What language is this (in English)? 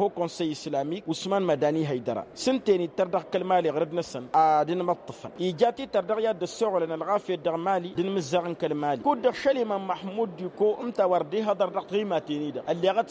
Tamasheq